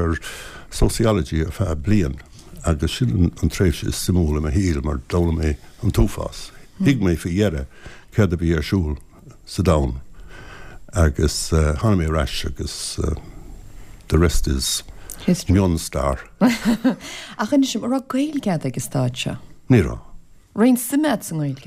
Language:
Irish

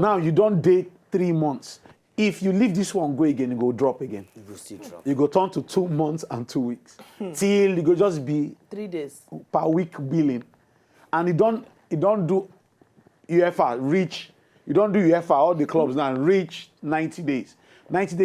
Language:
Nigerian Pidgin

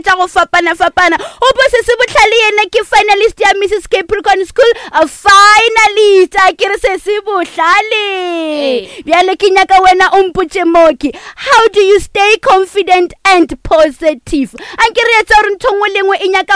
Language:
Northern Sotho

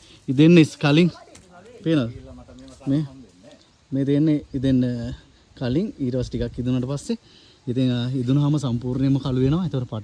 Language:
Sinhala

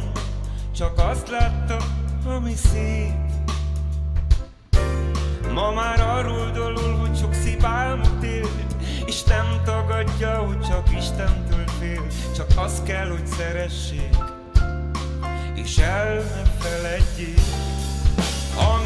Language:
Hungarian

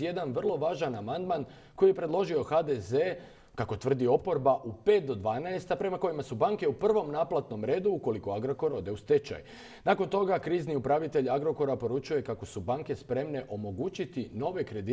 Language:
Croatian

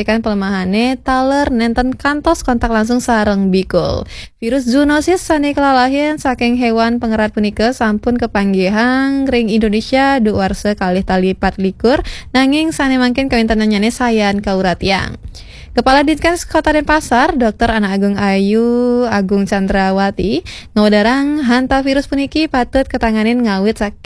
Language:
Balinese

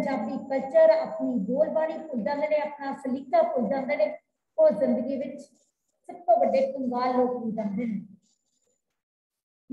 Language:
Punjabi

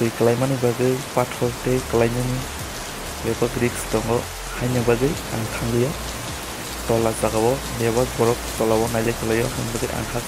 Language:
Kok Borok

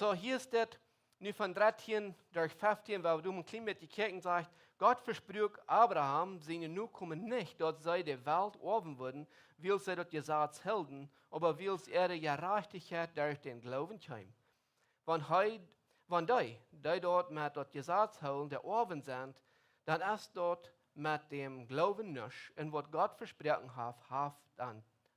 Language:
Plautdietsch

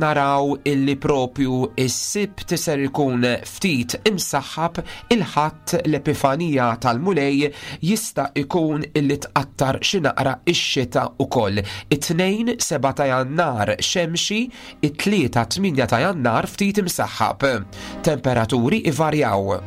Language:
Maltese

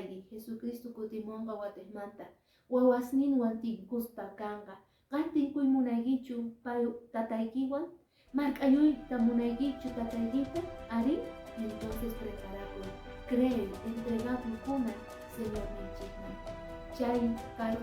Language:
Quechua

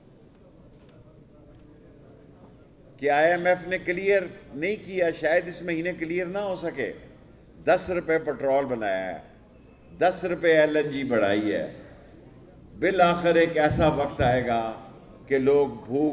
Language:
Urdu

